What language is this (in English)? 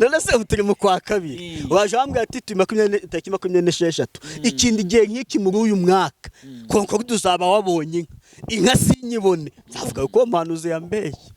Kinyarwanda